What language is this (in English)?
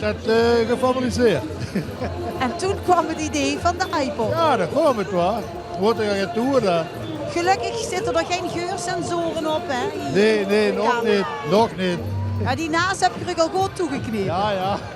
Limburgish